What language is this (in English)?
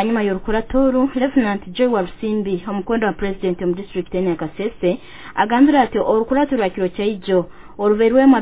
Nyoro